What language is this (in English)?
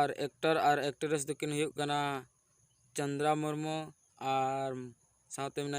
Santali